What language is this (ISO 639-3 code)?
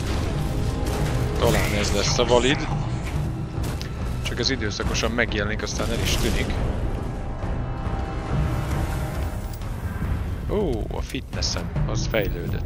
hun